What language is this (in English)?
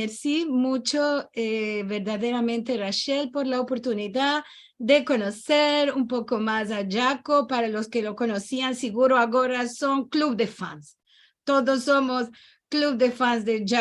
Ladino